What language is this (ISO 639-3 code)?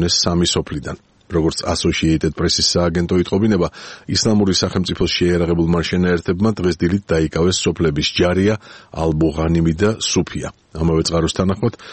kat